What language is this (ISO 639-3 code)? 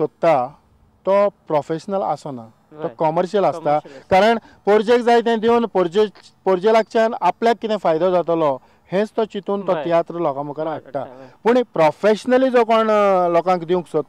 kok